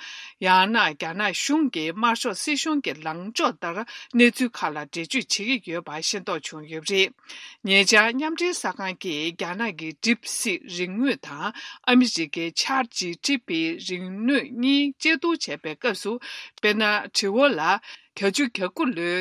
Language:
Tibetan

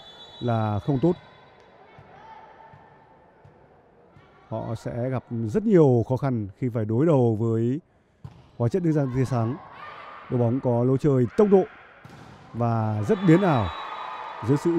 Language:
Vietnamese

